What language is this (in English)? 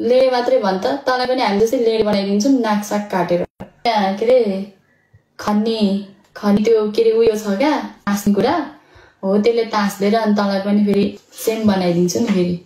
Nepali